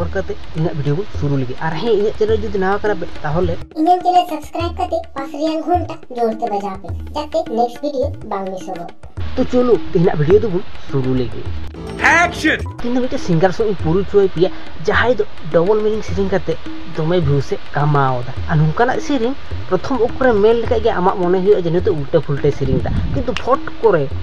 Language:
Santali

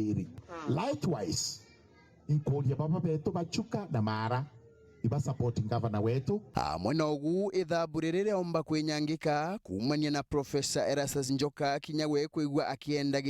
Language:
Meru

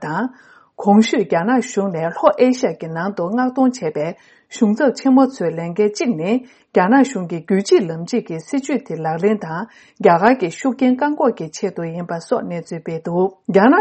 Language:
Tibetan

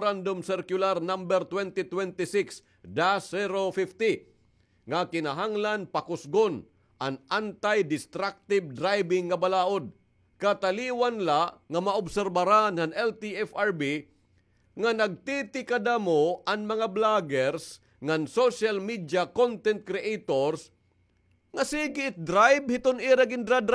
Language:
Waray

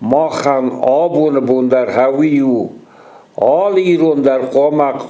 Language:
Ossetic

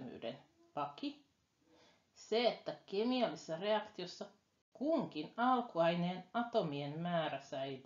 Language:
Finnish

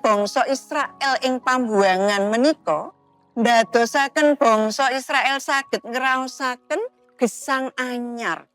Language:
Javanese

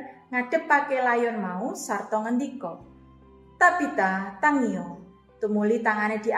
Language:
Javanese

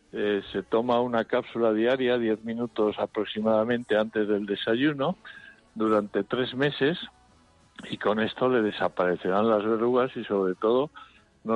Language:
Spanish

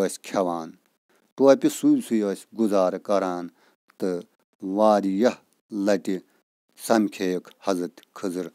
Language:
Kashmiri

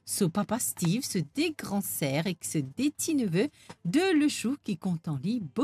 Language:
Morisyen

